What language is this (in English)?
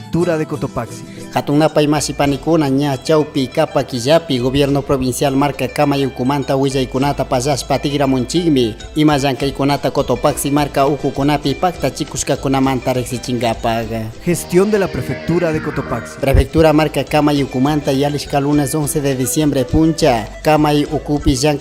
Chimborazo Highland Quichua